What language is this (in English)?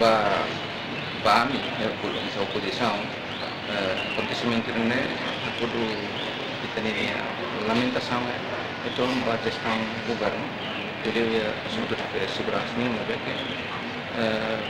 Tetum